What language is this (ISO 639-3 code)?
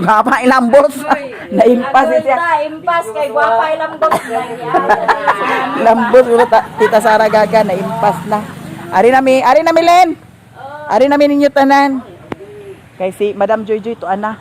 ceb